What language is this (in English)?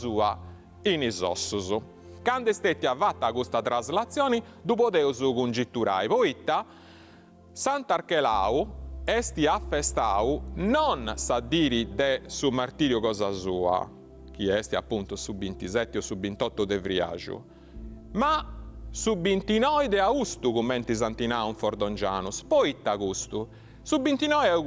Sardinian